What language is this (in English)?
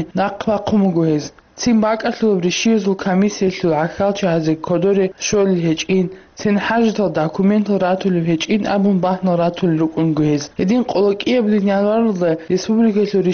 Avaric